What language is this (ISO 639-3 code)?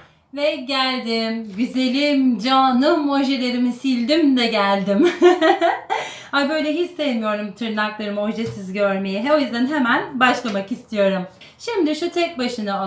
tur